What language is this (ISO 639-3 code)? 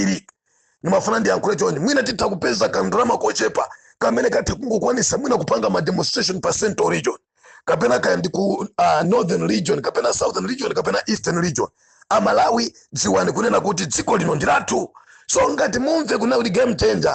nya